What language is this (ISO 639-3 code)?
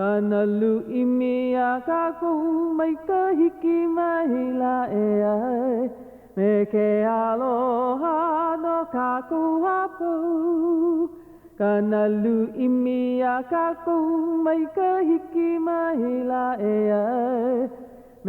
haw